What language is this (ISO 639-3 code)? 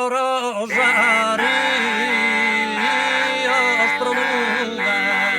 srd